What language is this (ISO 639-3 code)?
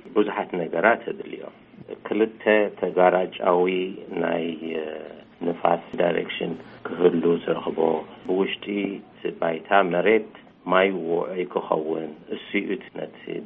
tir